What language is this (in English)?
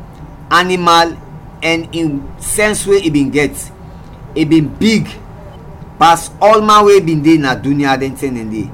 Krio